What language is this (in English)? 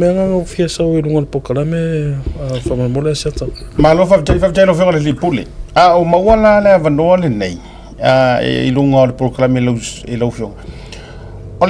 Samoan